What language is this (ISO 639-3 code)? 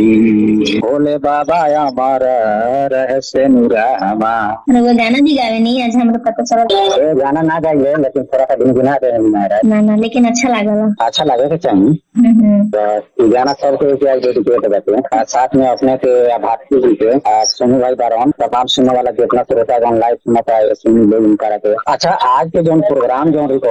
bho